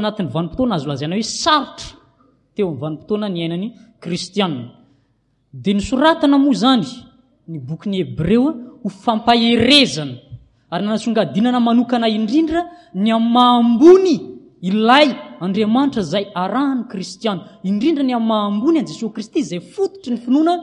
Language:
Malagasy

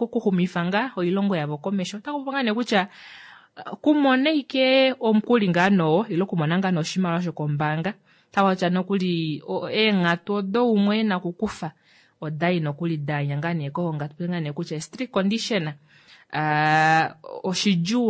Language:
Kuanyama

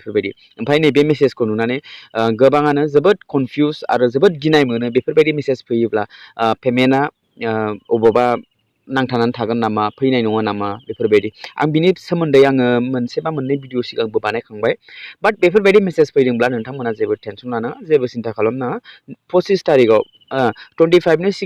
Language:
Bodo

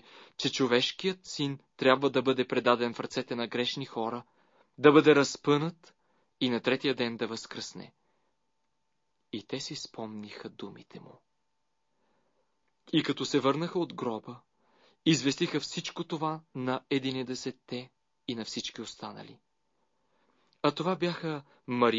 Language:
Bulgarian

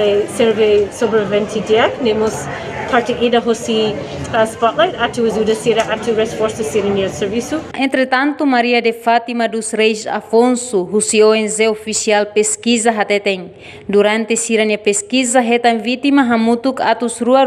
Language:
Tetum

